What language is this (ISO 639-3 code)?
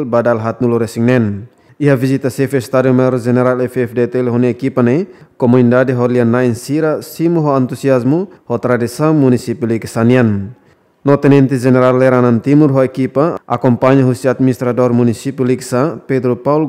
tet